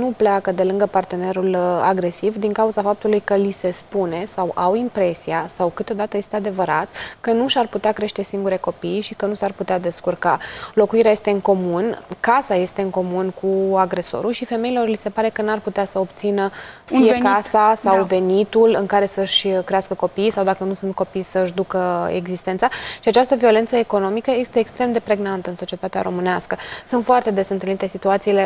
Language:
Romanian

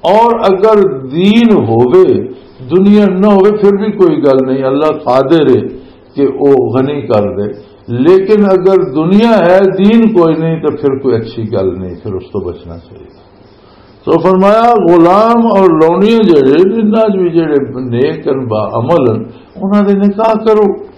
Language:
Western Panjabi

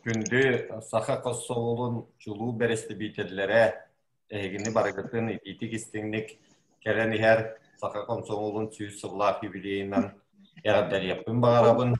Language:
Yakut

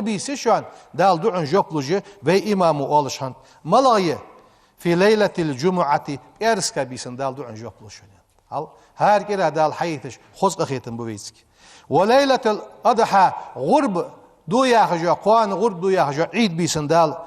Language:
Ingush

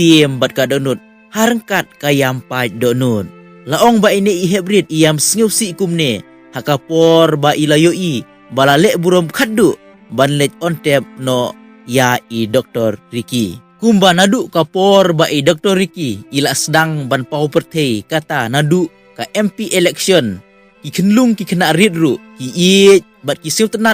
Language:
Khasi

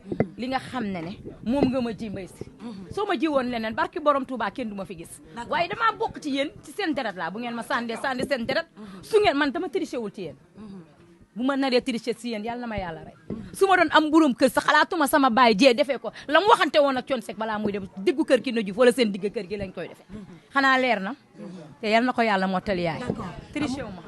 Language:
Wolof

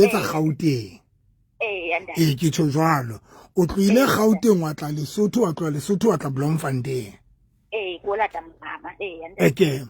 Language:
Southern Sotho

